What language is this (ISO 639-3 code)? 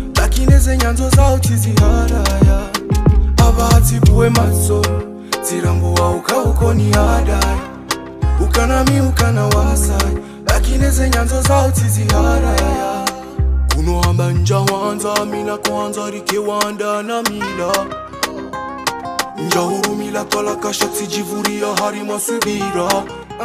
swa